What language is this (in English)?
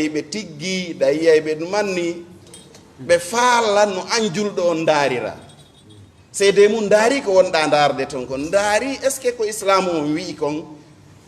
Fula